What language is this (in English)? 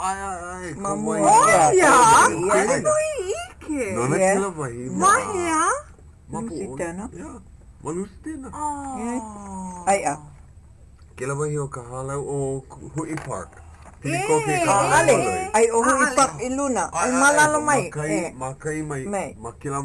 Hawaiian